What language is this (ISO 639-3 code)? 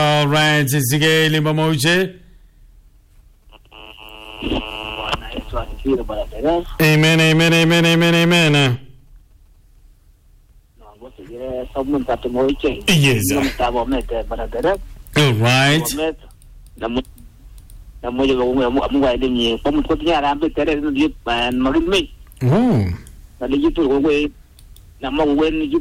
swa